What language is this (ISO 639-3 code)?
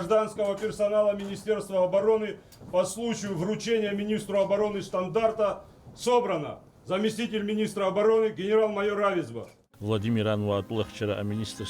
abk